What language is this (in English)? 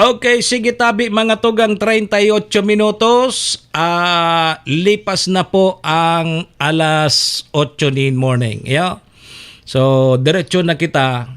Bikol